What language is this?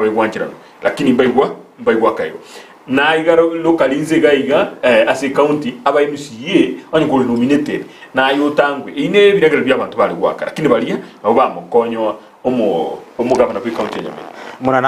Gusii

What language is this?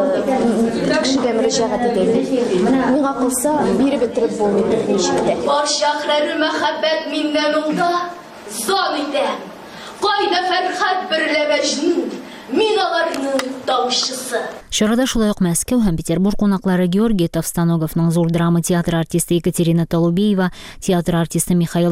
Tatar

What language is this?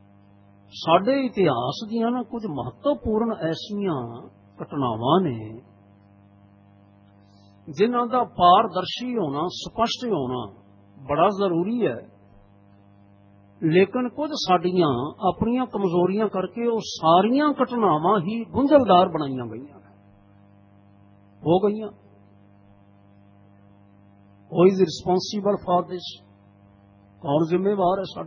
Punjabi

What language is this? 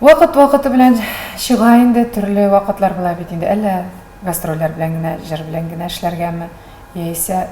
Tatar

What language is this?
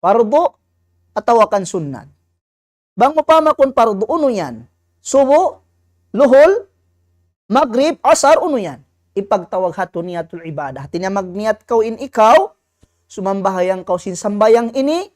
Tausug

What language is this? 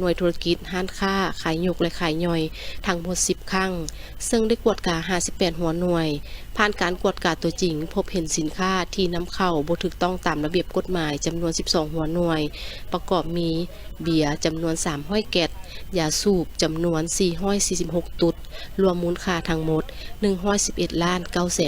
Lao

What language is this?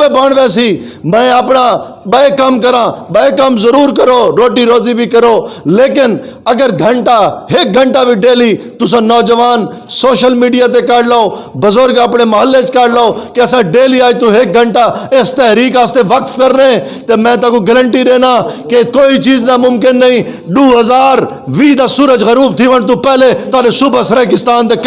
Saraiki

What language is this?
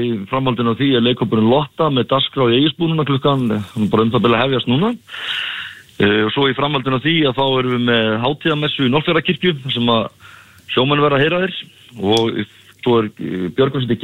Icelandic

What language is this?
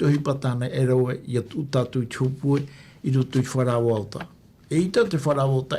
Tahitian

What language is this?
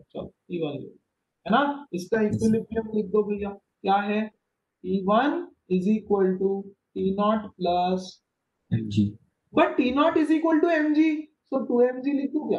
Hindi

